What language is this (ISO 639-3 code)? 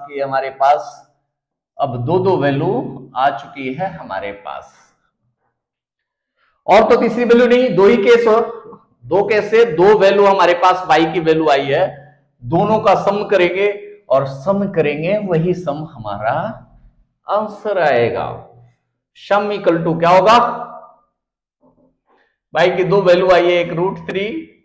hin